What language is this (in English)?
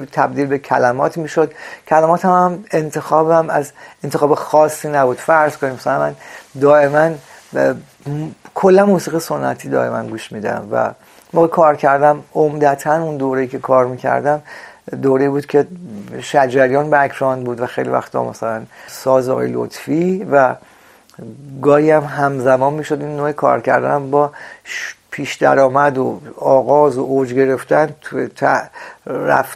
Persian